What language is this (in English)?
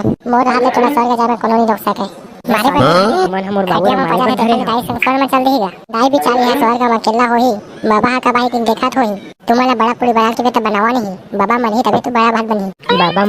Chhattisgarhi